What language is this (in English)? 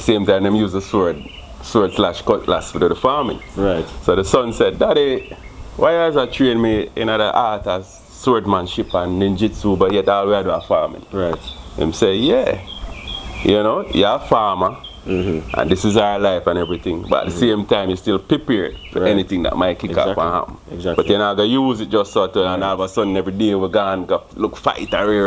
Jamaican Creole English